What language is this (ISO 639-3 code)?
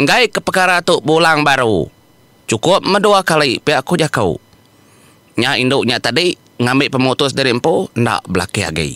iba